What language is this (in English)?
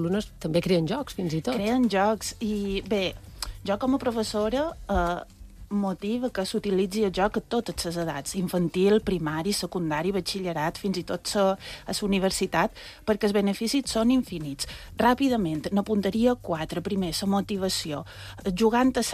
Catalan